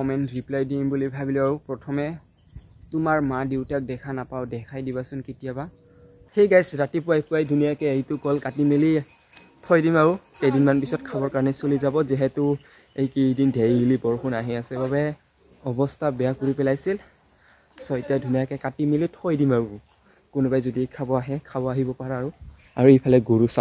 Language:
Assamese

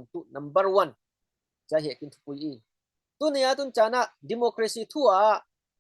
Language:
Falam Chin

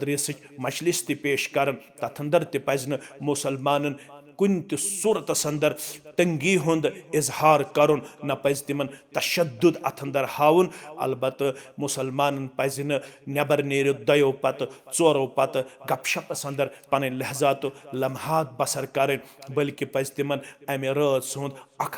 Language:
Kashmiri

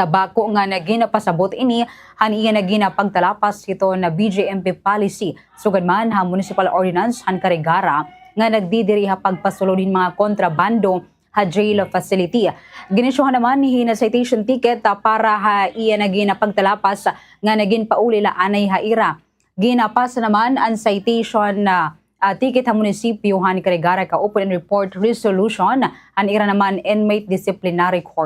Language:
Waray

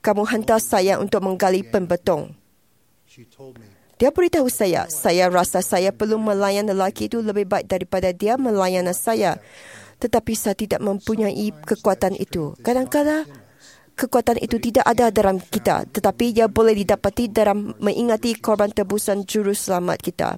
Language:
Malay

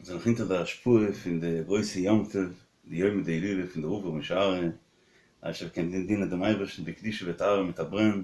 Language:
Yiddish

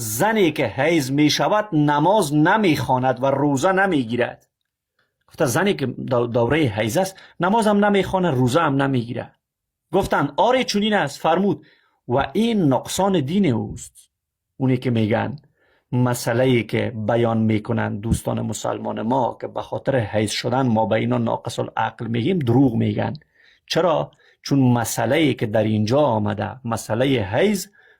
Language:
Persian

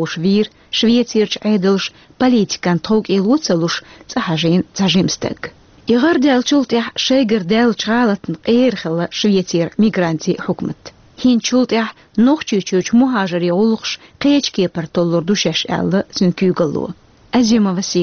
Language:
Chechen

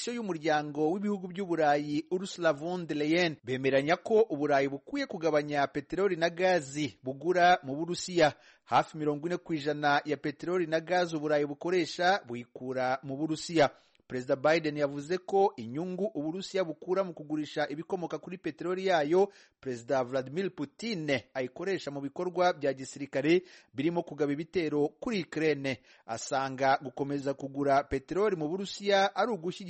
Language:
Kinyarwanda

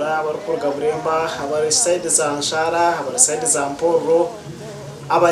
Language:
Nyankole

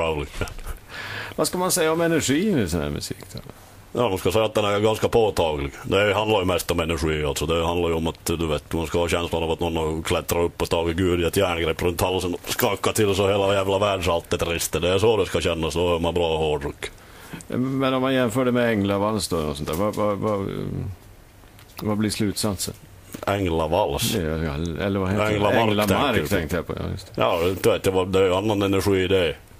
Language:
Swedish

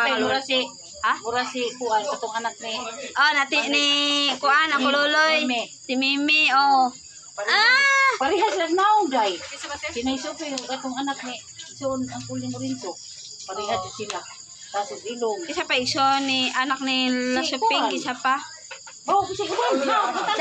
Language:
Cebuano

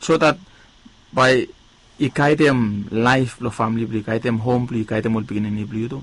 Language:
Bislama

